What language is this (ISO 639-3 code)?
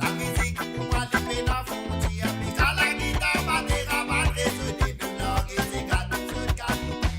mfe